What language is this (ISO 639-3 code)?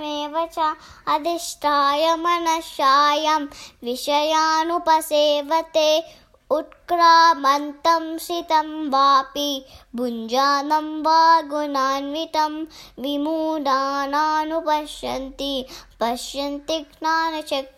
san